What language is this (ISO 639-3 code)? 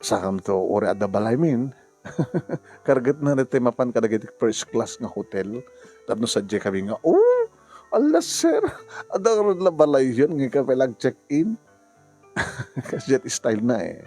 ilo